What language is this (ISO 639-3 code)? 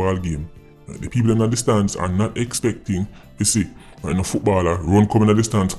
jam